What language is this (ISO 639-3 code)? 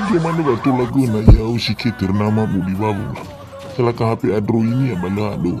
nia